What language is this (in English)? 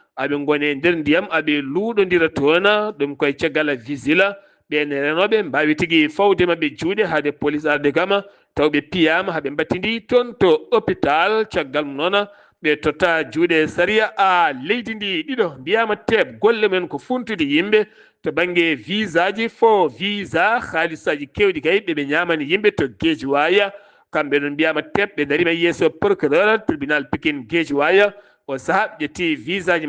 Fula